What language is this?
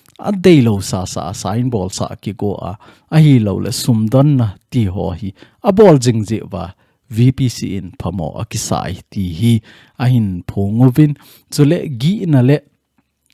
Thado Chin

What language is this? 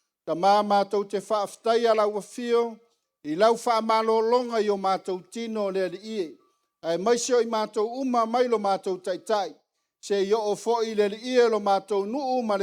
Samoan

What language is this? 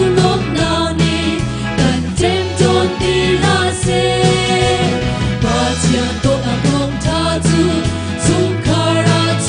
Hakha Chin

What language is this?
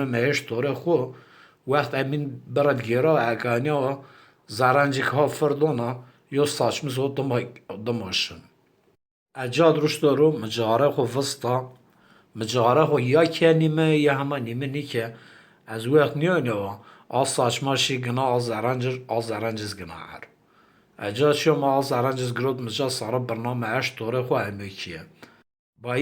Zaza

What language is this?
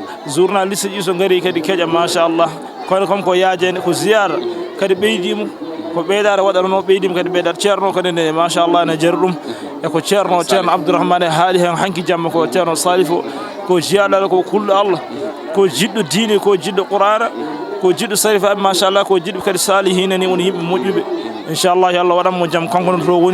Fula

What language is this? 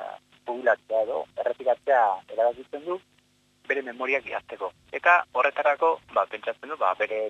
Basque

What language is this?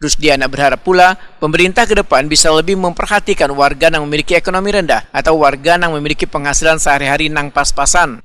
Banjar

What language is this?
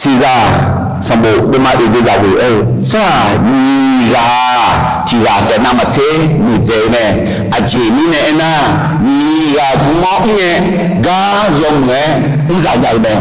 Akha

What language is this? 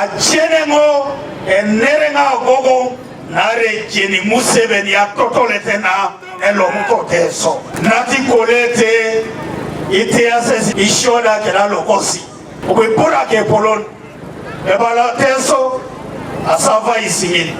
Teso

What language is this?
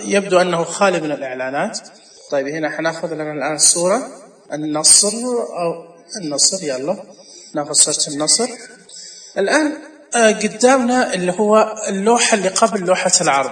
Najdi Arabic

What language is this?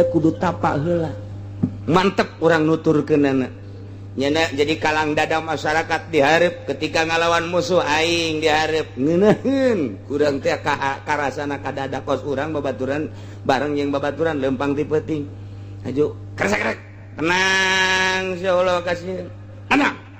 Sundanese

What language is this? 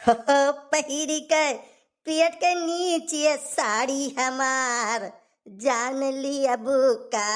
Awadhi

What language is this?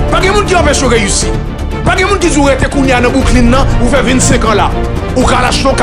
Haitian Creole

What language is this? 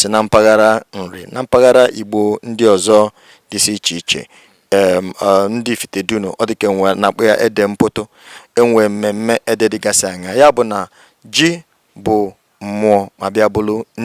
Igbo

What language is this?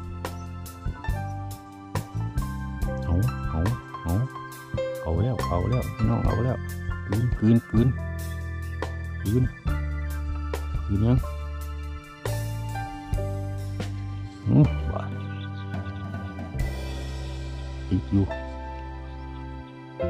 Thai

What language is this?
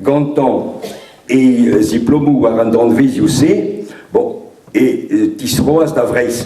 Breton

